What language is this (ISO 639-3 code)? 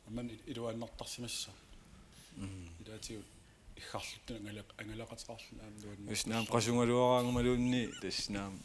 kal